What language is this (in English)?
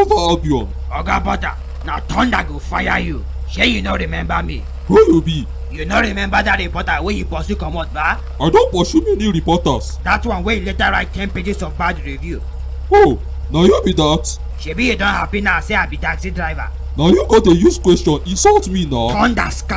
Nigerian Pidgin